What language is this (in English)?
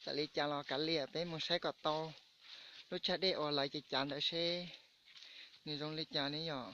Hmong